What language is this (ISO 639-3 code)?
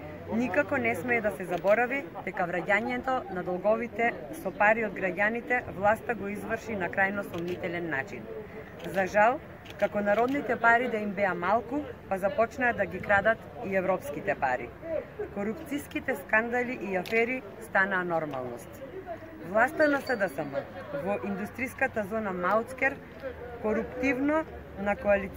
mkd